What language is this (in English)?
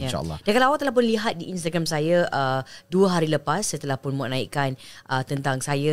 Malay